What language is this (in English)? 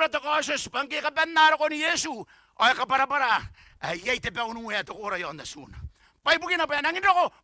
Gilbertese